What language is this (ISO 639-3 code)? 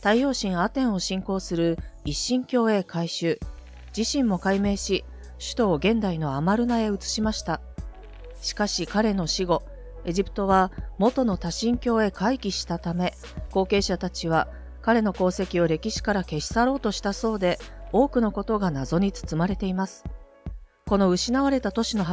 jpn